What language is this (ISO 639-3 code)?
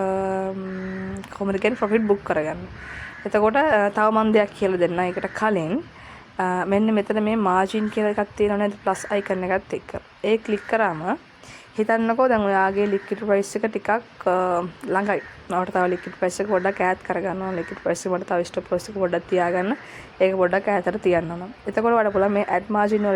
sin